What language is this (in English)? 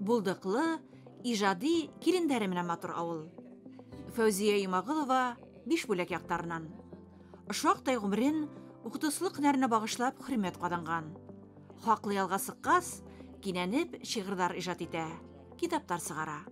Bashkir